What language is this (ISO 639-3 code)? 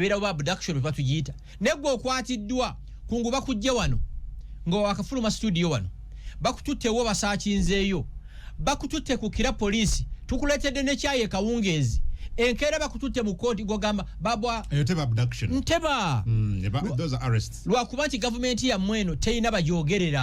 lug